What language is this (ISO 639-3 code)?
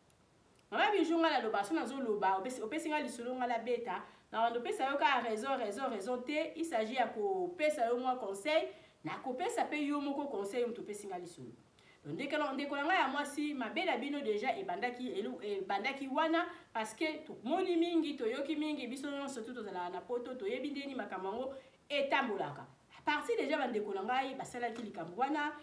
lin